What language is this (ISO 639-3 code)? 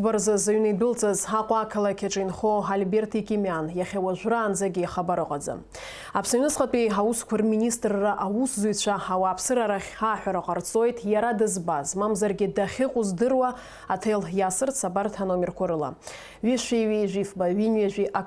abk